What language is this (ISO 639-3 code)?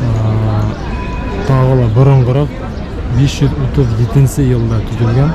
bak